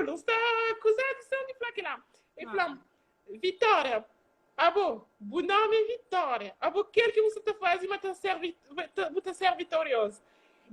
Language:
Kabuverdianu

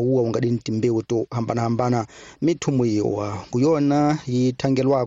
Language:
Tsonga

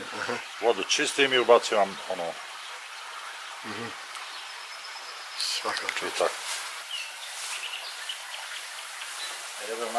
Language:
Bosnian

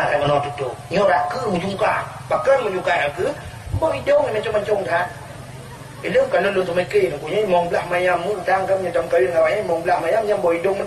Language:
Achinese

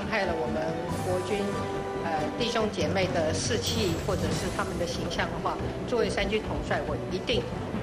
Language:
Chinese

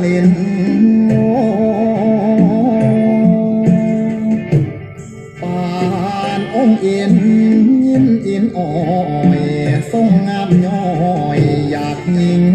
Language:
Thai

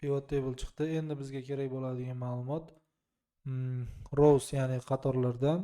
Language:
Uzbek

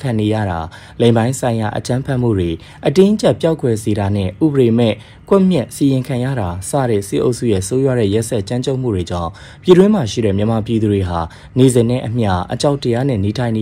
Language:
Burmese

